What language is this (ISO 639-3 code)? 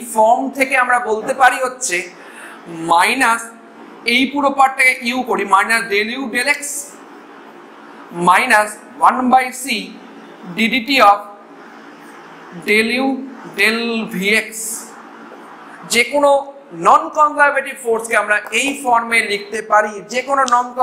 ben